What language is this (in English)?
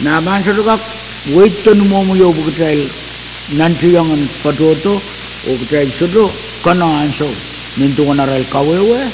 Pohnpeian